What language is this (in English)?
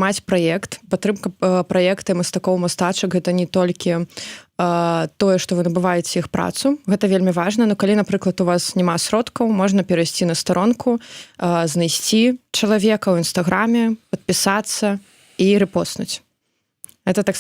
Belarusian